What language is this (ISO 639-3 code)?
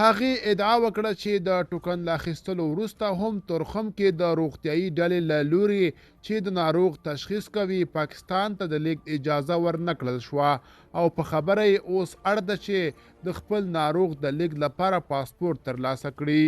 pus